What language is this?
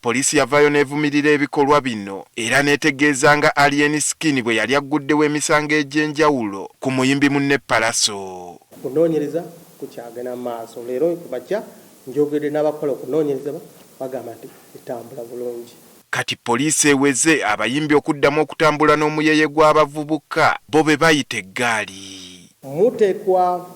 Ganda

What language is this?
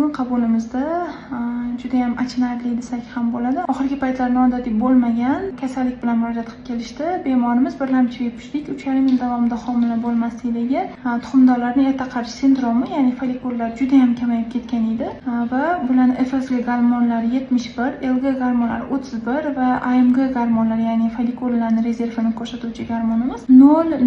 Uzbek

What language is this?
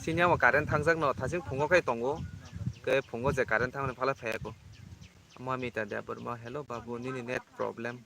Kok Borok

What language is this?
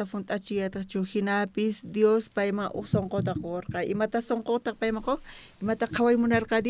South Bolivian Quechua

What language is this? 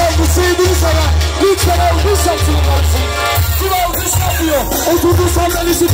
Turkish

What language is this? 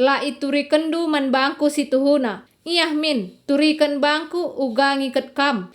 Batak Karo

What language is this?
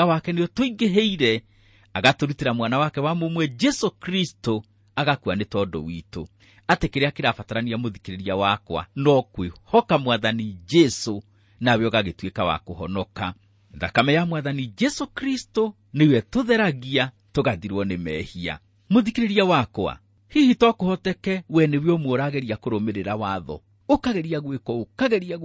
Kikuyu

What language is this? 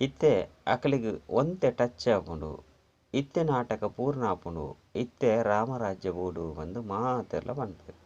Tulu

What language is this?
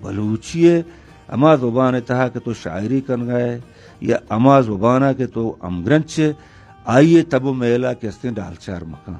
Eastern Balochi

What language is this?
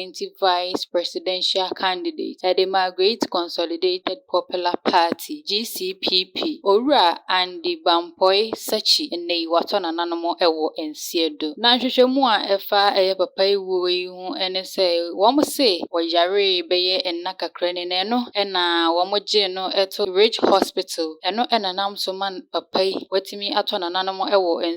Akan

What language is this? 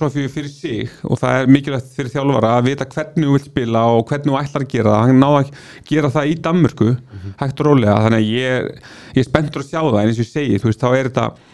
Icelandic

